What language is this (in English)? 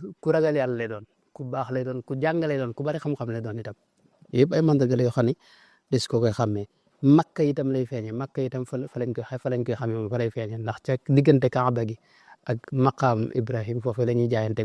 Wolof